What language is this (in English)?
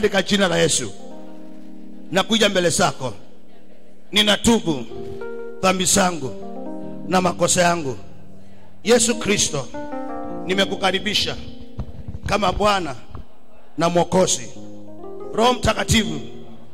Swahili